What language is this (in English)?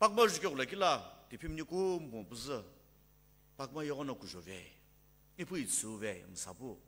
Sumi Naga